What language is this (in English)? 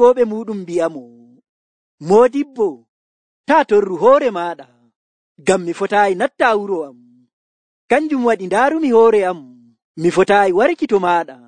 Nigerian Fulfulde